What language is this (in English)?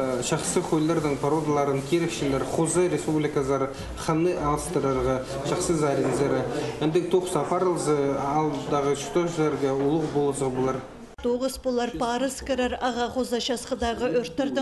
Khakas